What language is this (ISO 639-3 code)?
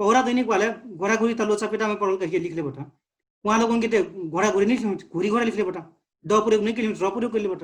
thl